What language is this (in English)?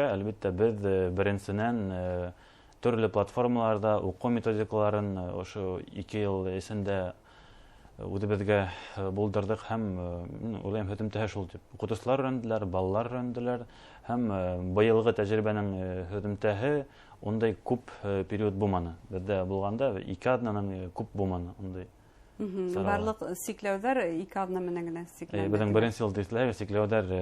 Bashkir